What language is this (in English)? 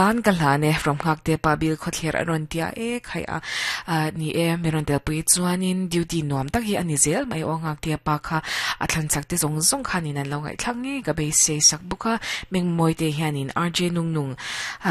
Mizo